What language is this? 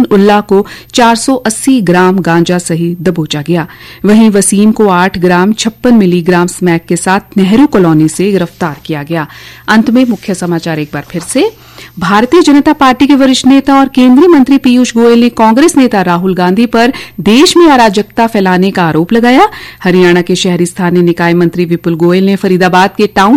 Hindi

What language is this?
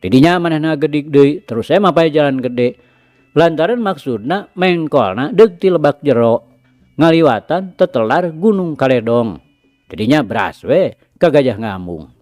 Sundanese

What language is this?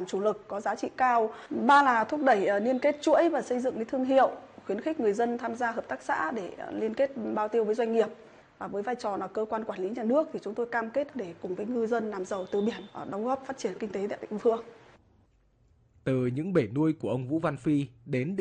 Vietnamese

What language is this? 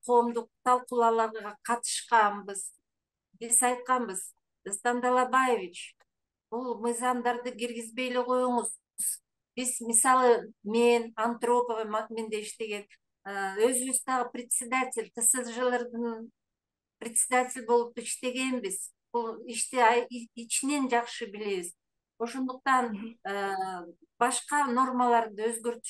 Kyrgyz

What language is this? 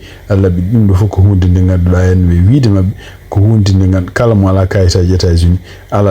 Fula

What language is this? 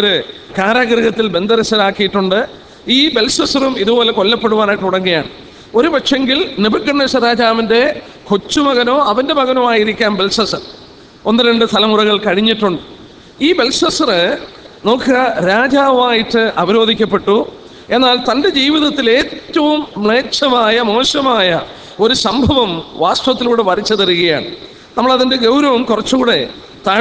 Malayalam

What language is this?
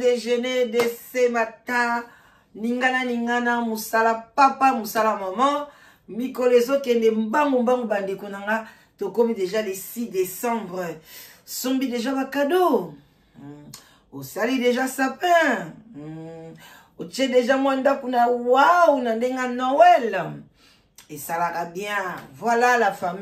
Lingala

